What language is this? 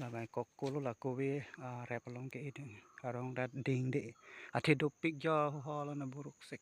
Karbi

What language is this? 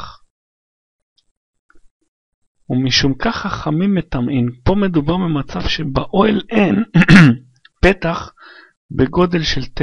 Hebrew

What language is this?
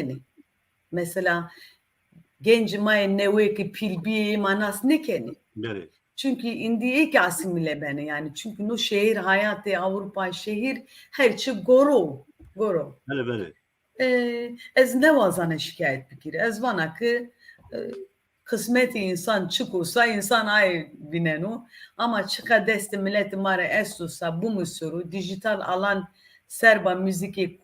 Zaza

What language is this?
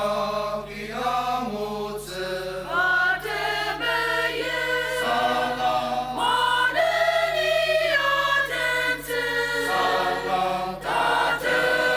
Ao Naga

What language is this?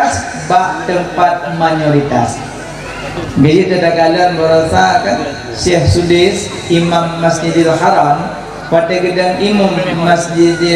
Achinese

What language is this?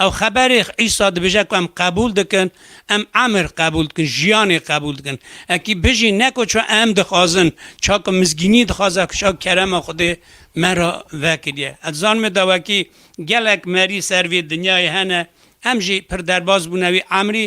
Kurdish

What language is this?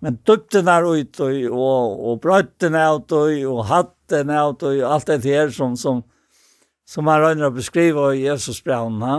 Faroese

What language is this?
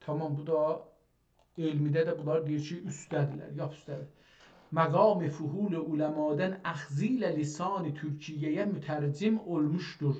South Azerbaijani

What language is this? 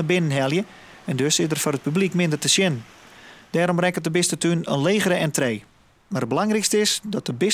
Western Frisian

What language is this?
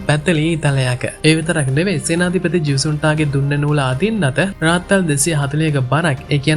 Sinhala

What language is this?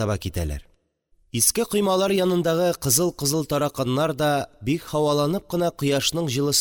Tatar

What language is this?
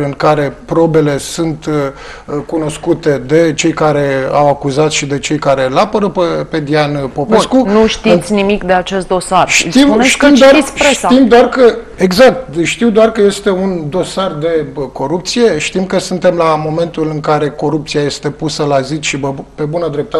Romanian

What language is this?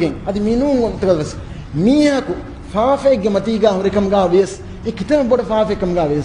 Divehi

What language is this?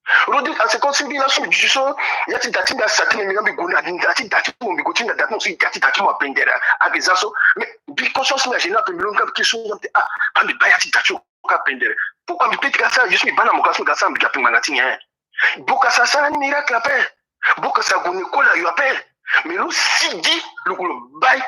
Sango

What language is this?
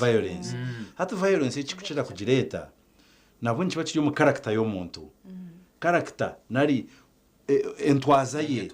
Nyankole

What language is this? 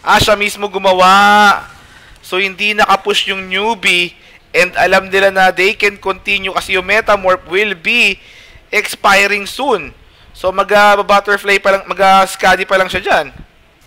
Filipino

